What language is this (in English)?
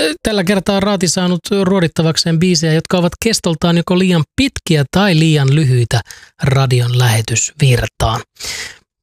Finnish